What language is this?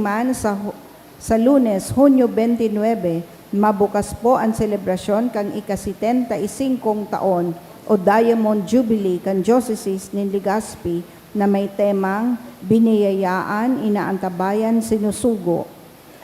Bikol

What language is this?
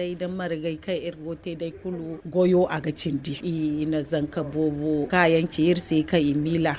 Zarma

